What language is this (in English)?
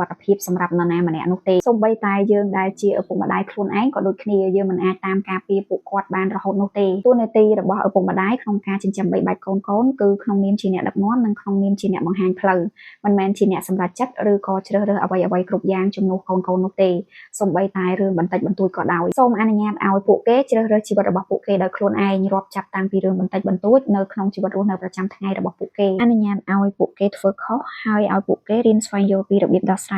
Khmer